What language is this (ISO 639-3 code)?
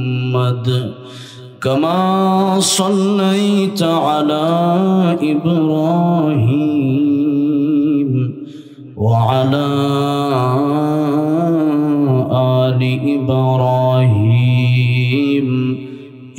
ben